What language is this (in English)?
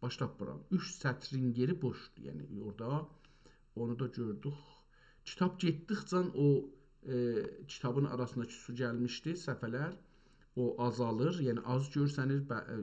South Azerbaijani